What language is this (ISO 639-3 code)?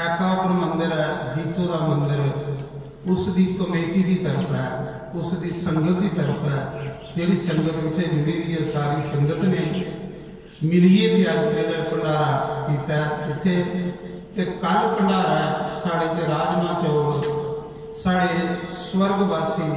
doi